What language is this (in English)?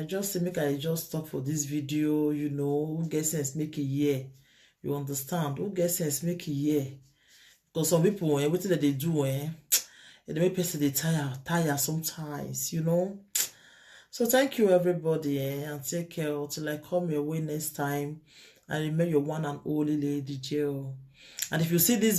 Nigerian Pidgin